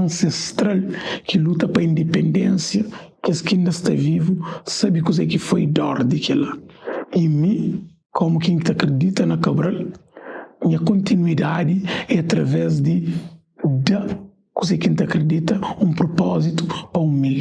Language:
Kabuverdianu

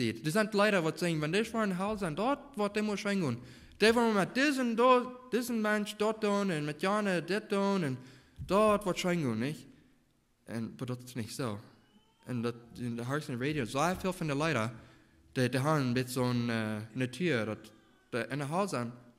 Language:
Plautdietsch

